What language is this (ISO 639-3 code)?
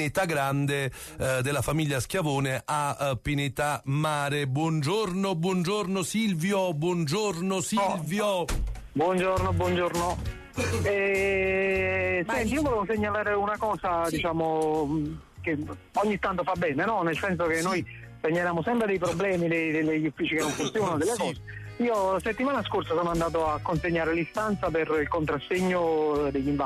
ita